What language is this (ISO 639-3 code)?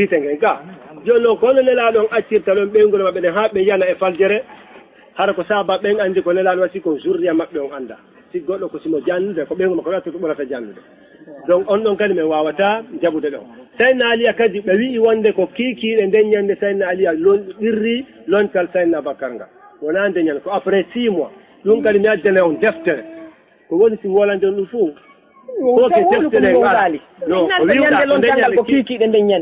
ful